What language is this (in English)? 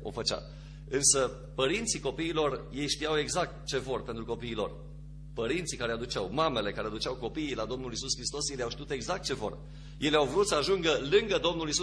Romanian